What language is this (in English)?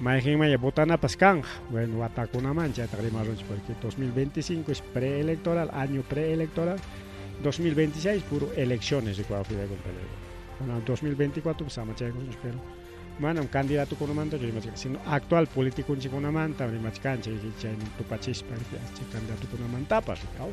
Ayacucho Quechua